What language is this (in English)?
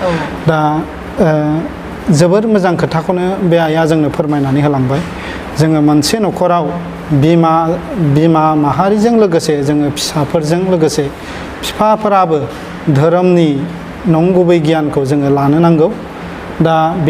Bodo